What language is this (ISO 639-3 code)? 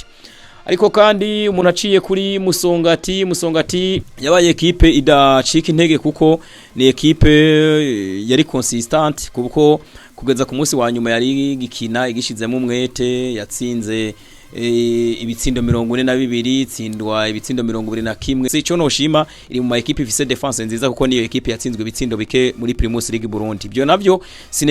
run